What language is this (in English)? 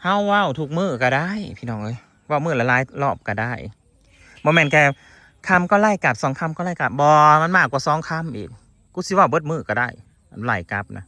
Northeastern Thai